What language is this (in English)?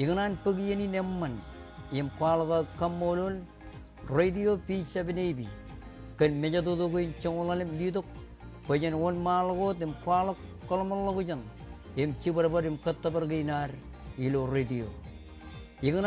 Marshallese